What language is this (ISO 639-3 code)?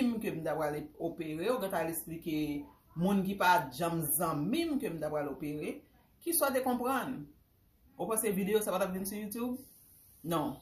hat